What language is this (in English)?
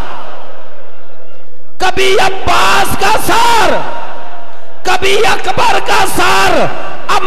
Urdu